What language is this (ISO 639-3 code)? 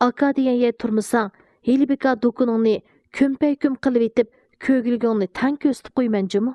uig